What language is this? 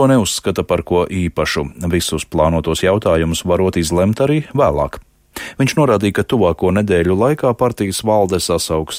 Latvian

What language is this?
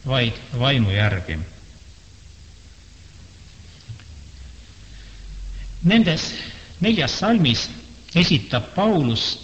Estonian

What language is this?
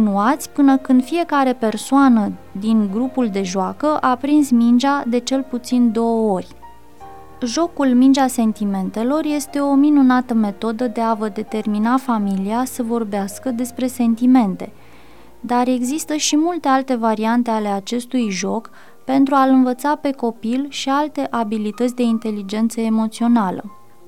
Romanian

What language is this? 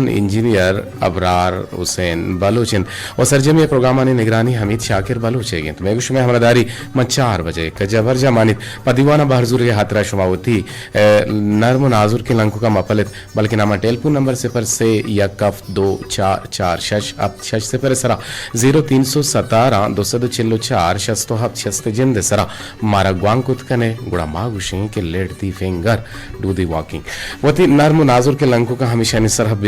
Eastern Balochi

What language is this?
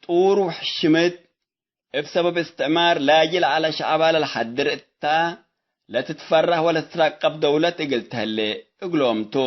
Tigre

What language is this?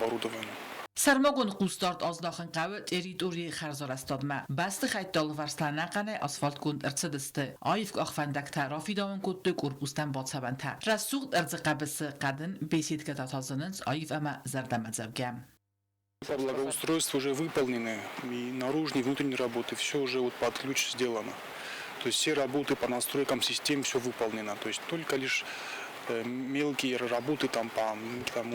Ossetic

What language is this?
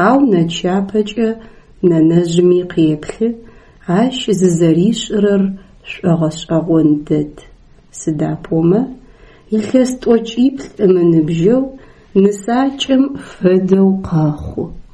Adyghe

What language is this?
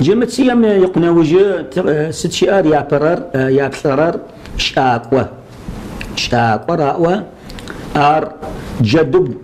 Kabardian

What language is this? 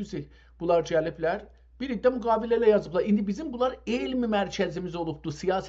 South Azerbaijani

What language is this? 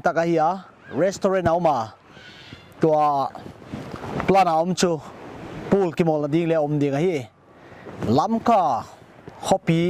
Paite Chin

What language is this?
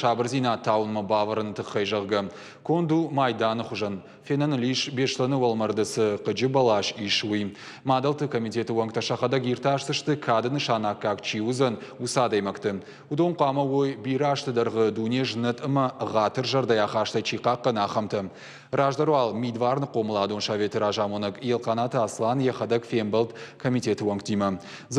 Ossetic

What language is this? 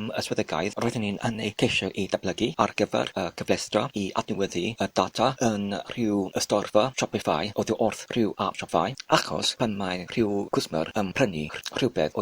Welsh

